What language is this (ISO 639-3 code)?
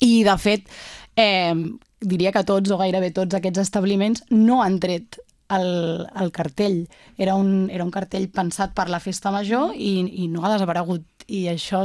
cat